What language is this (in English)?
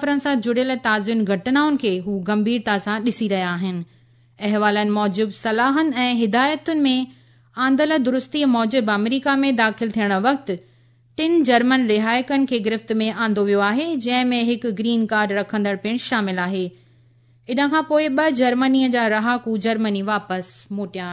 Sindhi